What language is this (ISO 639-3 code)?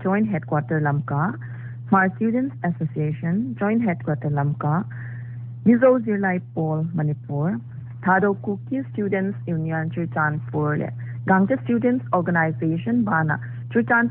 pck